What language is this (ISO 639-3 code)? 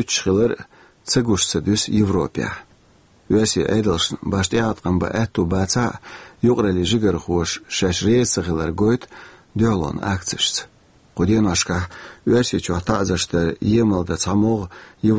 che